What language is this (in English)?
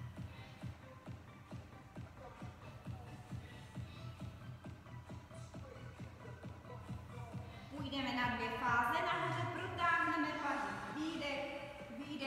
Czech